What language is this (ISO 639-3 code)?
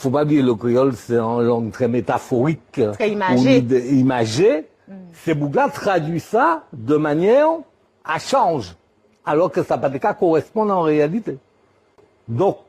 gcf